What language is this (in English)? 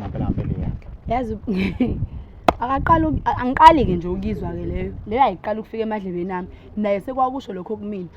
Zulu